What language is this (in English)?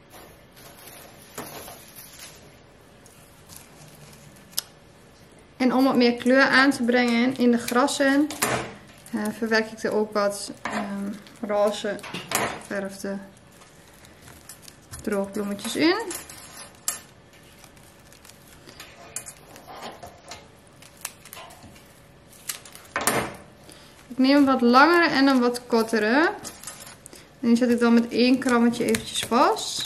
Dutch